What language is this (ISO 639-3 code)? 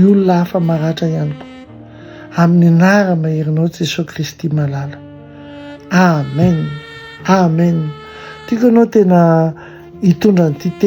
mlg